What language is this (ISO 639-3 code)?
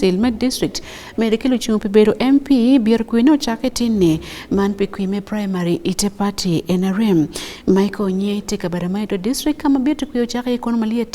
ach